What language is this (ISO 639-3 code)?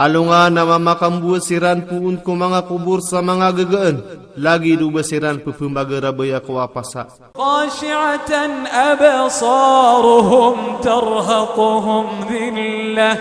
mrw